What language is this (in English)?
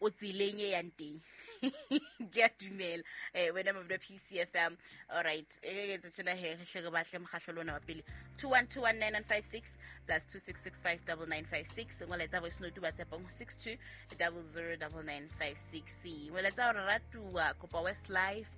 Southern Sotho